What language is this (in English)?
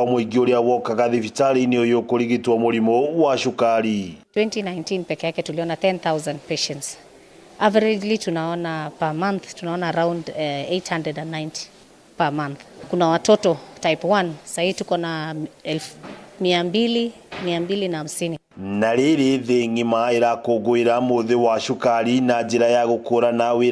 Kikuyu